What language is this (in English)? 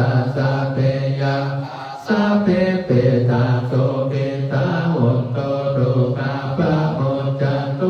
Pali